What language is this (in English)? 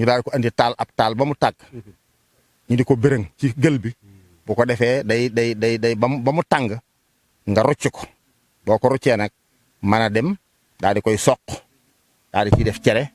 Wolof